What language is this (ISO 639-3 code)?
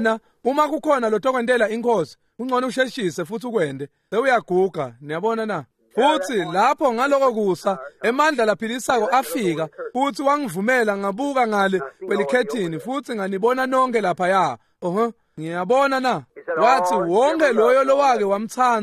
ssw